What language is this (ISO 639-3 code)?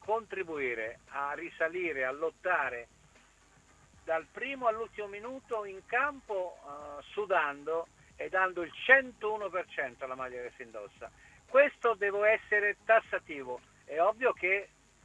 ita